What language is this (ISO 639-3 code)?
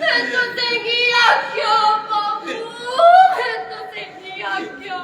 doi